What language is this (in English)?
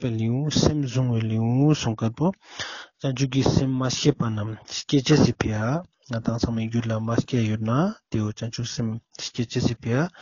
Ladakhi